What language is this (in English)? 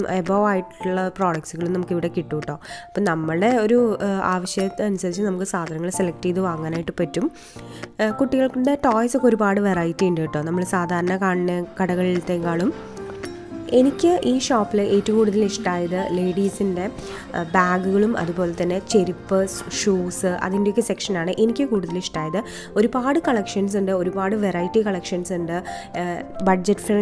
Malayalam